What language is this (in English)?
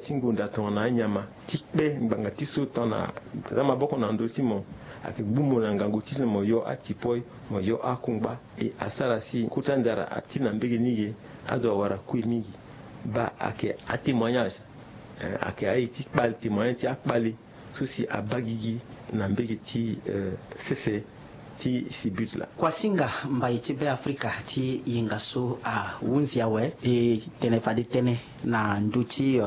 Sango